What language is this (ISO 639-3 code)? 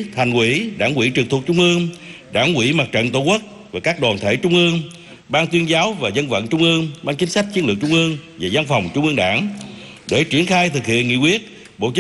vie